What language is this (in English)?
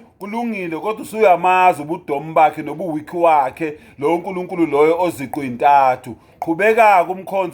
Zulu